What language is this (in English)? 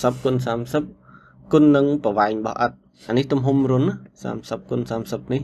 Khmer